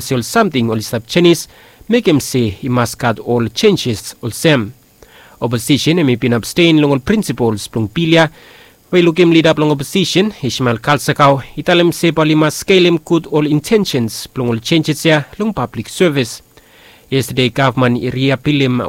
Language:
Bislama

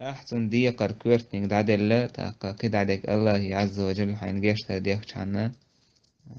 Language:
Chechen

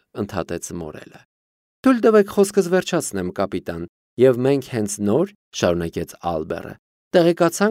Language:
Armenian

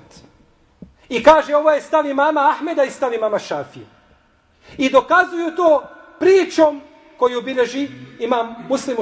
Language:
Bosnian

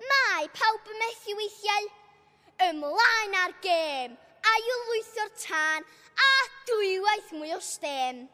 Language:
Welsh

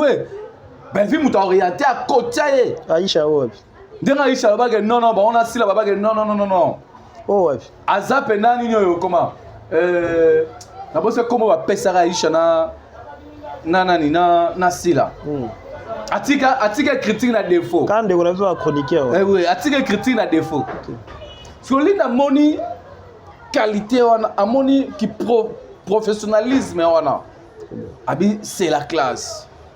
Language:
Lingala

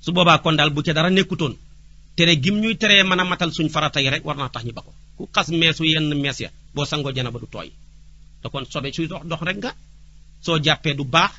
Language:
Wolof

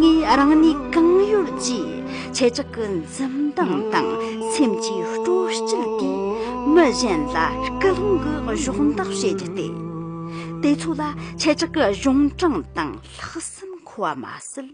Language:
Tibetan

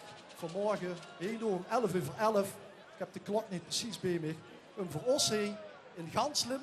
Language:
Limburgish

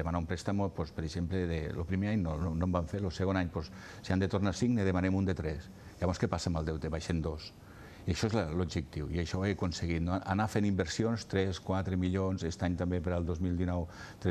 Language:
Catalan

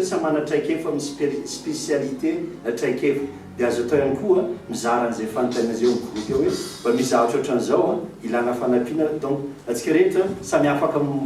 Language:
Malagasy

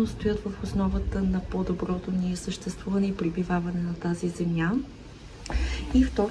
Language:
Bulgarian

